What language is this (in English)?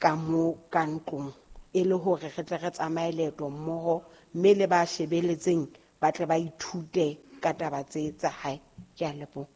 Southern Sotho